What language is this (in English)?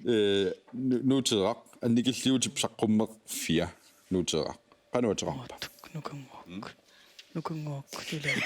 Kalaallisut